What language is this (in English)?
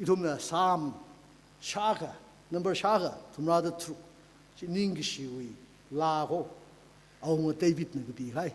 Tangkhul Naga (India)